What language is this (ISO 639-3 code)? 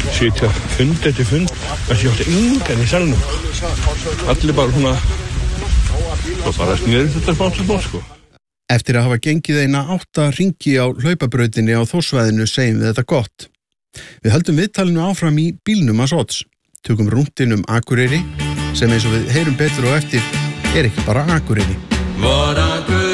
isl